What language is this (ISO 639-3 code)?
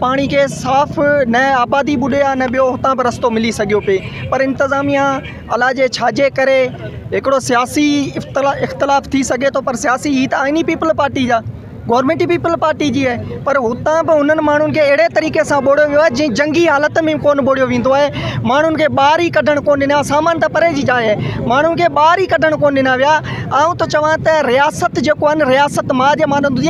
snd